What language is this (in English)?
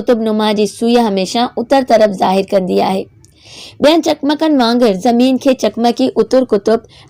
Sindhi